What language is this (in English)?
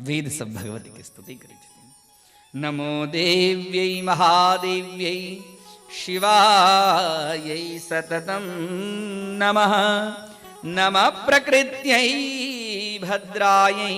Maithili